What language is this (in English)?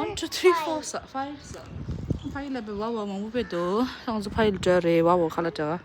Tibetan